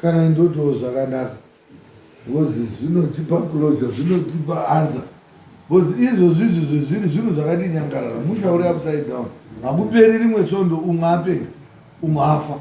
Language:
Shona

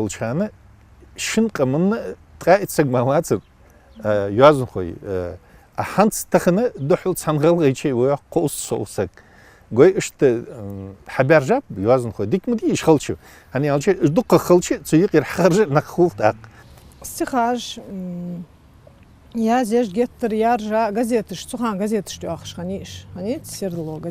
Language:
Ingush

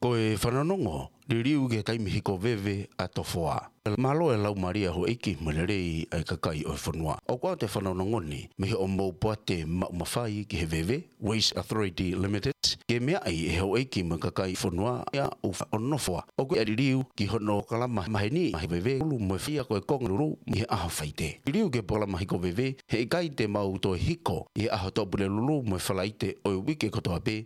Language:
Tongan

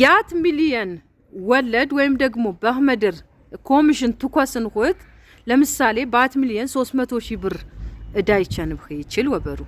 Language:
Amharic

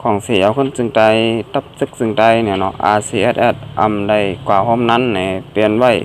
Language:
Shan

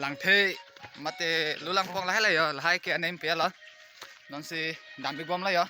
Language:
Karbi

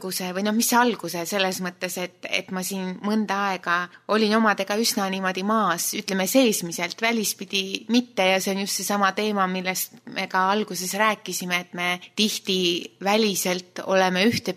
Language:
Estonian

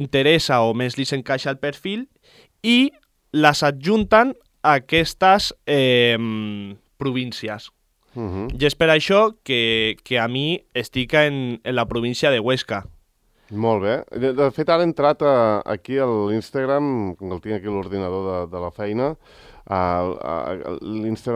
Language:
Catalan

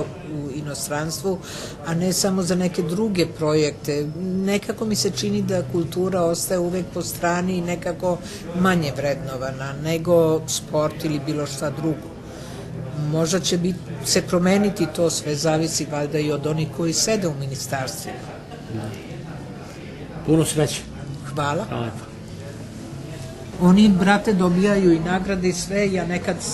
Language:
Serbian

